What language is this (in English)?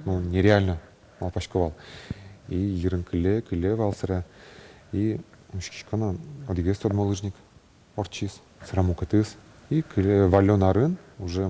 Udmurt